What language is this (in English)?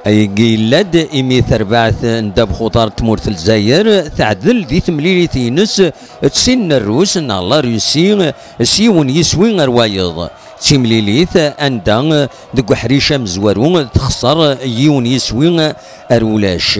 Kabyle